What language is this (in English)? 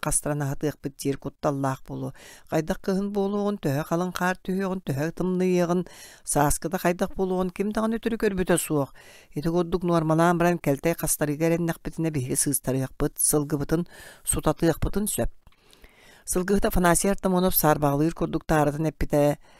Yakut